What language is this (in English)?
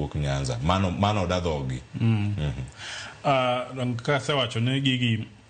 Luo (Kenya and Tanzania)